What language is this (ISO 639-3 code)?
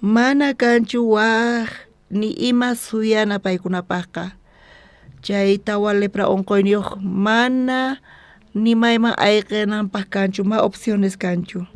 quh